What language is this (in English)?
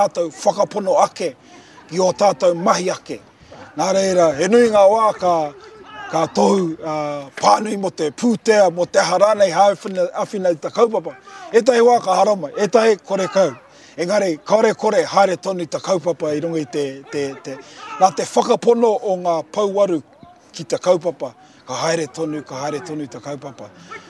Māori